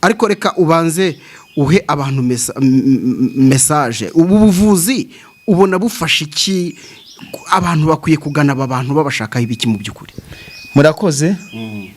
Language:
Kinyarwanda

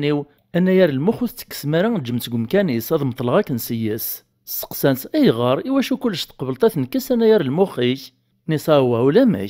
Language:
Kabyle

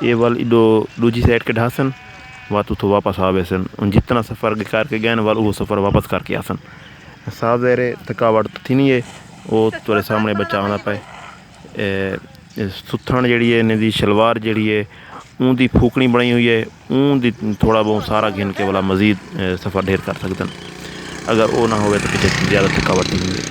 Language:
Saraiki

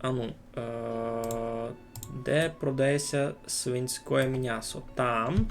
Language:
Rusyn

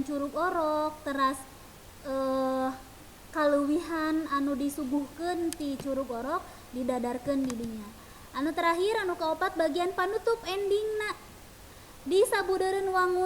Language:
Sundanese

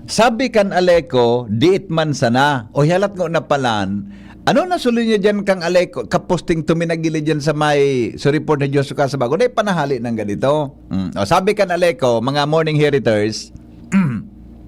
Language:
Bikol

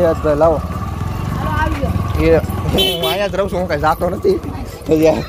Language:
Gujarati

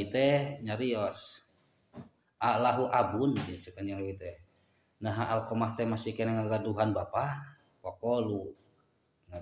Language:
Sundanese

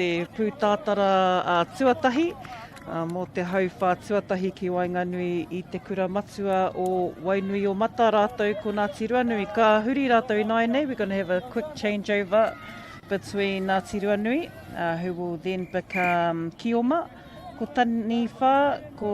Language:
Māori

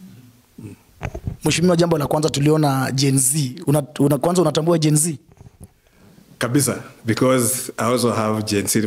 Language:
Swahili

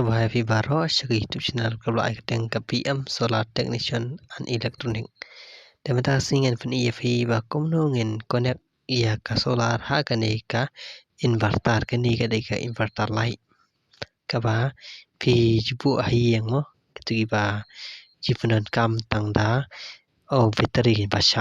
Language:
Khasi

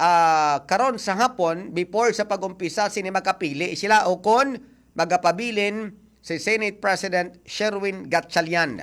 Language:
Hiligaynon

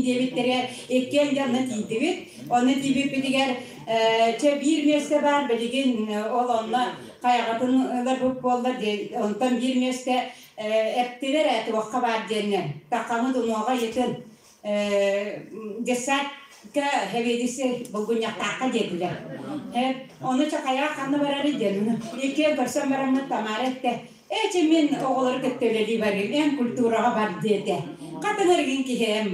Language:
Yakut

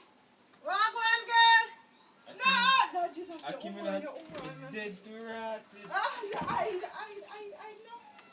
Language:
Jamaican Creole English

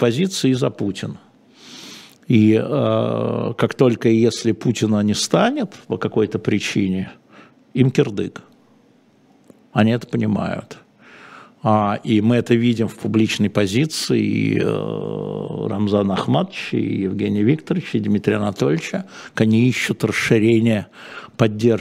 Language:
Russian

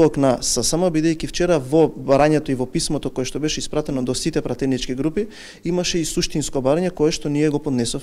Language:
Macedonian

